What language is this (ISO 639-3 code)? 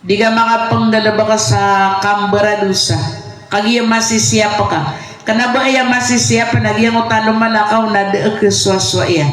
mrw